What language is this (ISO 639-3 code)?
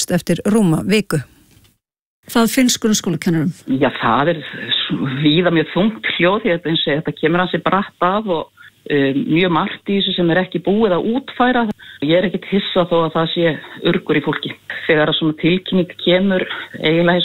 isl